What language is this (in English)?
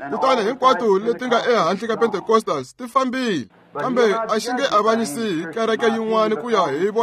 Tsonga